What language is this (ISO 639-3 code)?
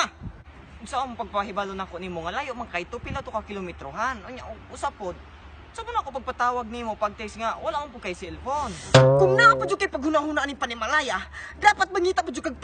ceb